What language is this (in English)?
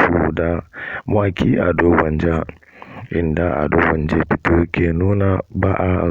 Hausa